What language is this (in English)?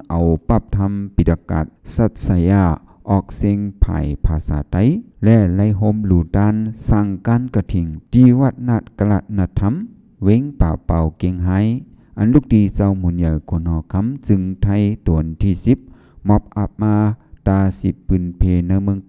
Shan